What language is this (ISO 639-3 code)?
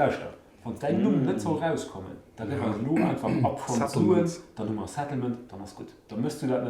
ltz